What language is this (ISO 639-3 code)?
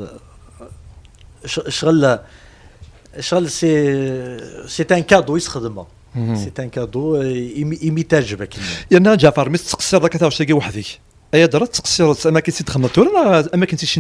kab